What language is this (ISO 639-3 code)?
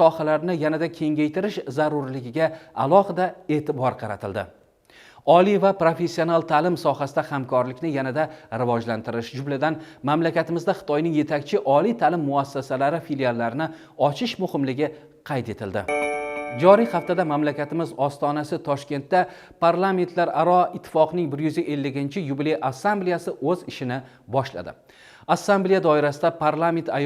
uzb